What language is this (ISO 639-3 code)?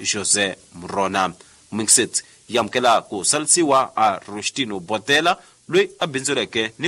tso